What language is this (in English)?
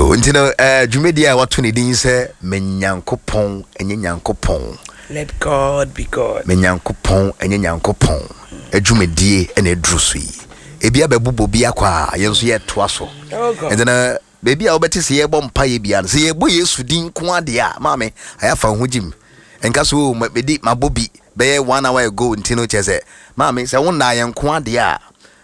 Akan